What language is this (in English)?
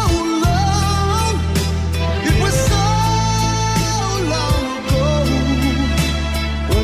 Portuguese